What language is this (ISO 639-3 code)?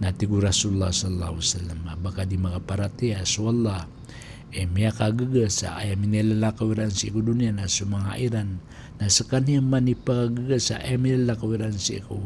mrw